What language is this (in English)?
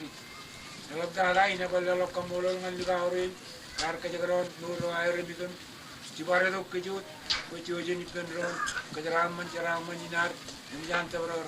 Marshallese